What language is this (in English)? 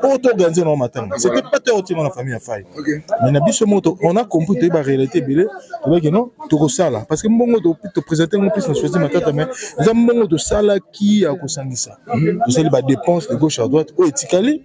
Lingala